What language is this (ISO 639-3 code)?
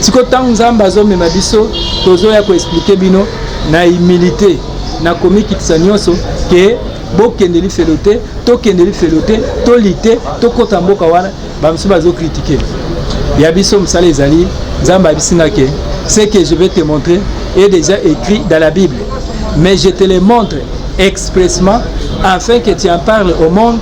lin